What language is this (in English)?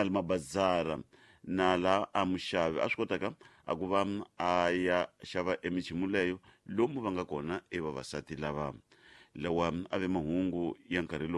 Tsonga